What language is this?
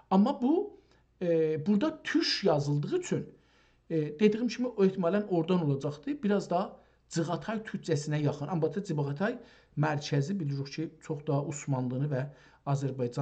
South Azerbaijani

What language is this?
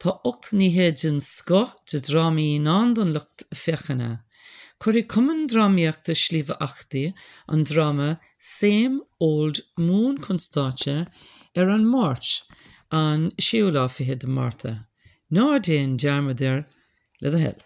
Irish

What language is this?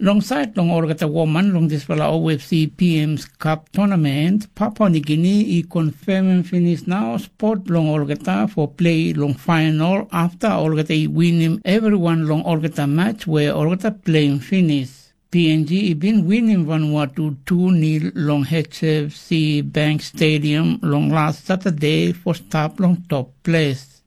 Tok Pisin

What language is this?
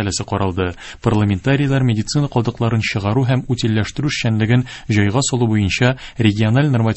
Tatar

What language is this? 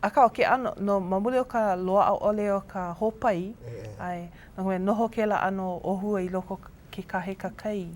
Hawaiian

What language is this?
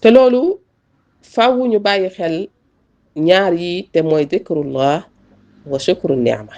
Wolof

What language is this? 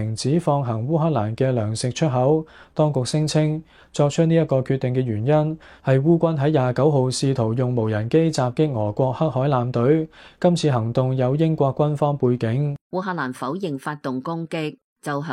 Cantonese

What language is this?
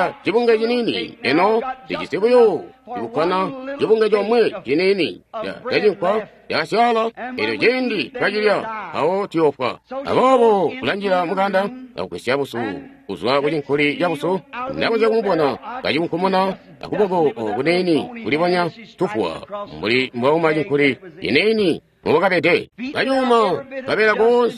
Tonga (Zambia)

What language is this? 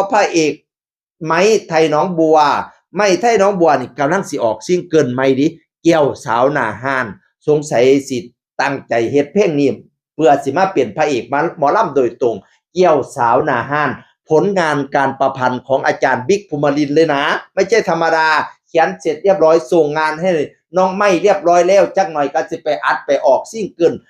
Northeastern Thai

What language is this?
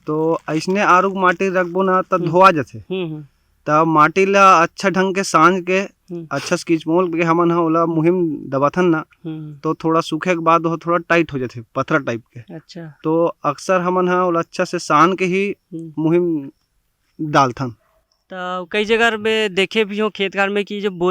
Chhattisgarhi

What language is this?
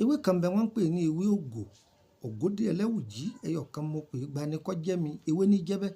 Yoruba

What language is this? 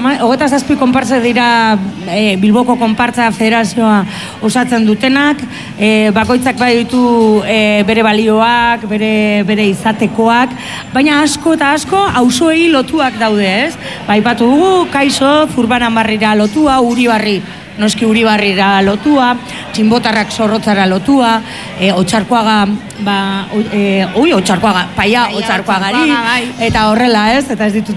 Basque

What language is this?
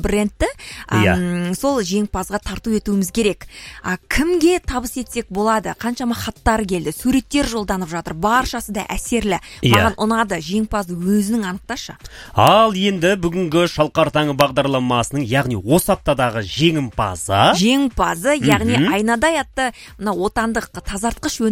Kazakh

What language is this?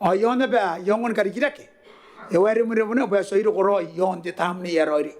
Gilbertese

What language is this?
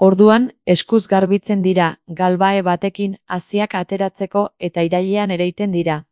Basque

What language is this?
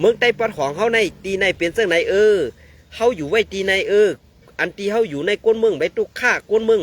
Shan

